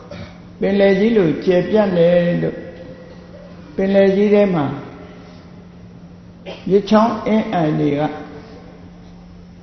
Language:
Burmese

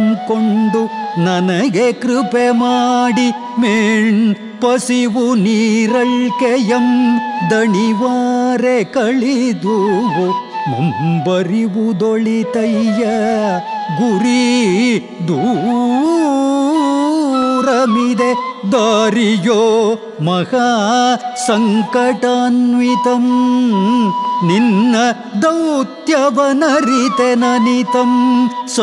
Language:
Kannada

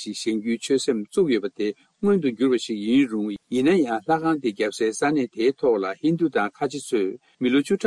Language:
Tibetan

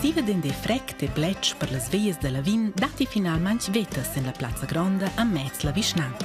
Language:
Romansh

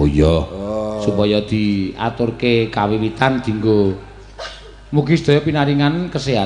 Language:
Javanese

